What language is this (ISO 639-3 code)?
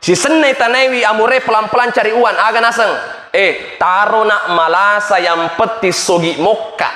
bug